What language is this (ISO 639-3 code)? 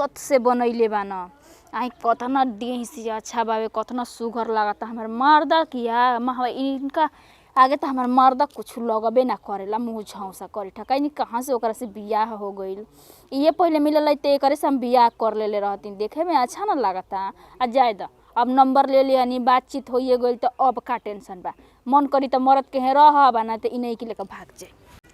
bho